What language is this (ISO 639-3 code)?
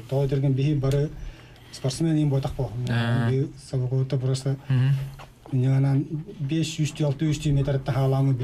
sah